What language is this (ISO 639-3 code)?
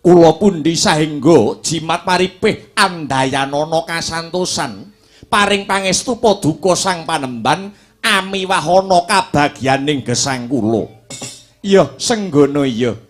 jav